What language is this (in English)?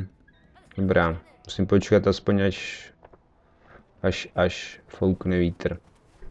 Czech